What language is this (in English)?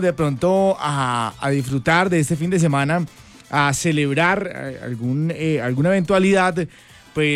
Spanish